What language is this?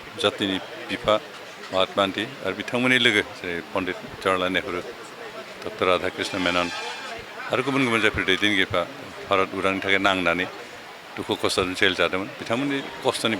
Bodo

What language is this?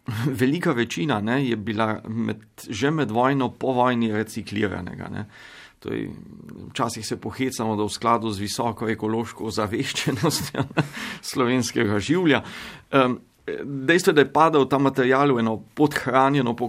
Slovenian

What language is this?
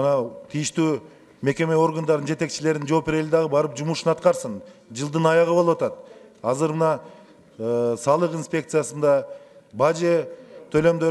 Kyrgyz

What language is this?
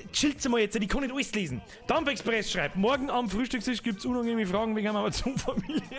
Bavarian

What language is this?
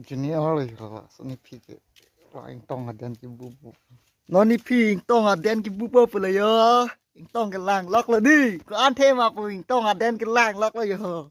Karbi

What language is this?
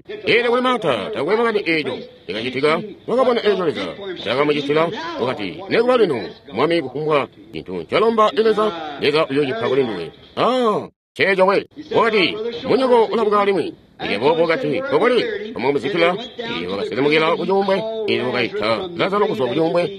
Tonga (Zambia)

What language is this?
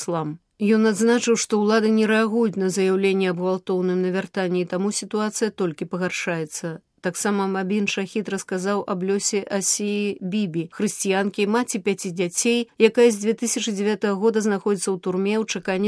Belarusian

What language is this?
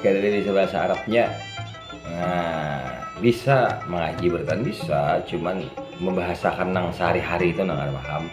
Banjar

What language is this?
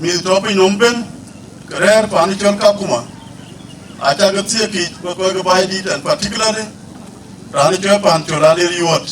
Dinka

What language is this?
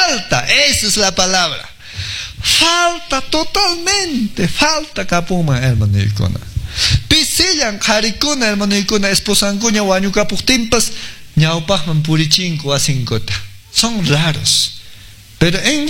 Quechua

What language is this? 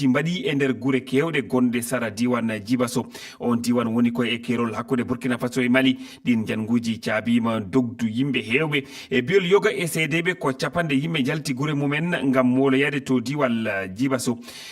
Fula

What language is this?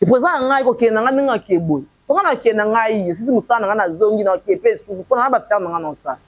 Lingala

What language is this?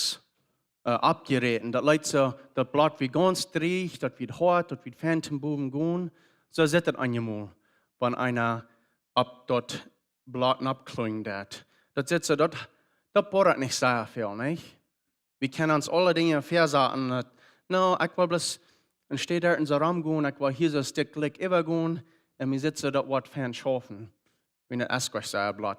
Plautdietsch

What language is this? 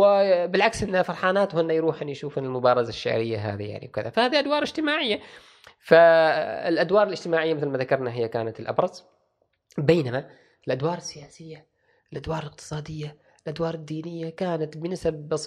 Gulf Arabic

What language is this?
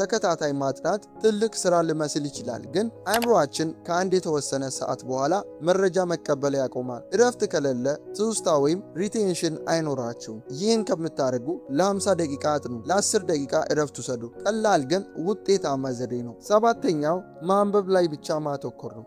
Amharic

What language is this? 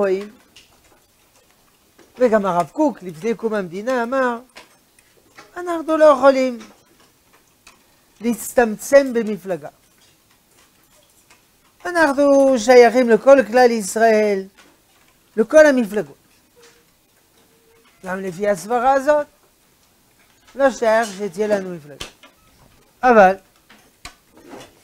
Hebrew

